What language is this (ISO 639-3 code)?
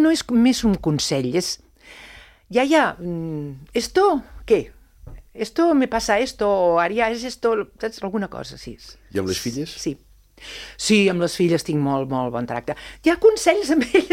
cat